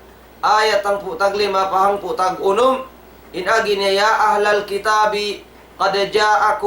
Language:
Tausug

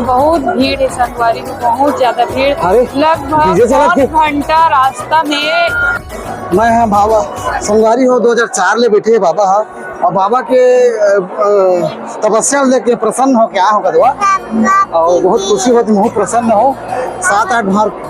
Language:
Chhattisgarhi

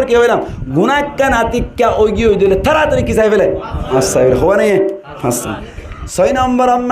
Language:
Rohingya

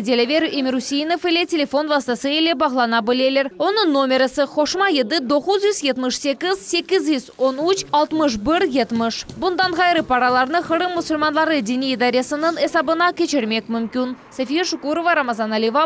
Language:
Crimean Tatar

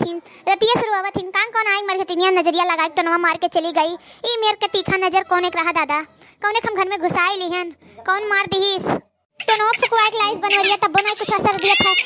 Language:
Awadhi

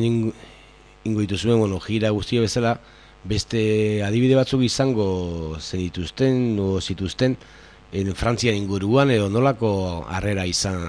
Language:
Basque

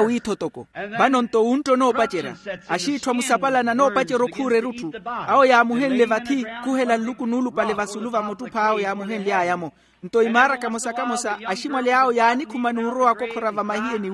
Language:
Makhuwa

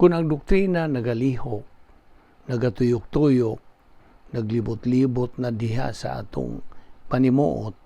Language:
Cebuano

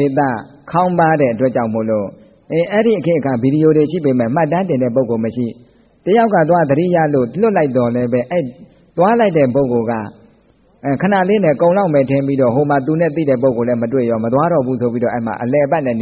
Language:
Burmese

